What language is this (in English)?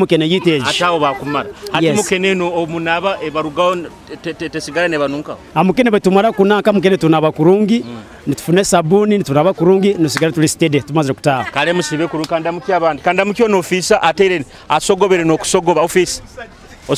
Nyoro